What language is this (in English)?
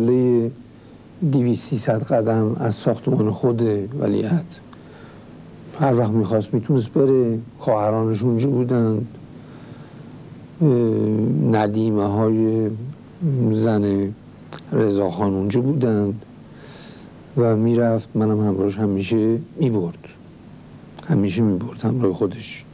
Persian